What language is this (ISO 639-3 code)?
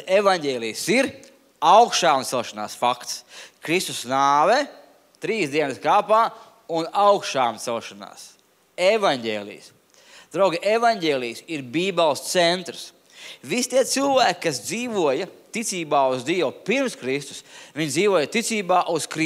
lav